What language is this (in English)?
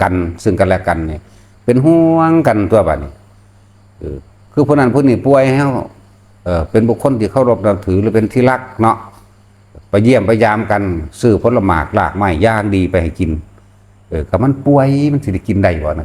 Northeastern Thai